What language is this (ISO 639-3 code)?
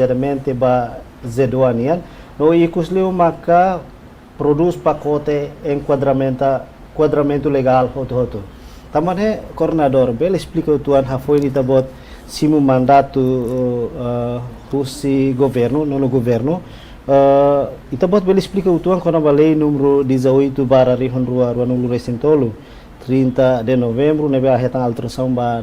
tet